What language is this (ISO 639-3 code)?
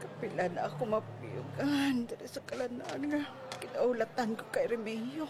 hil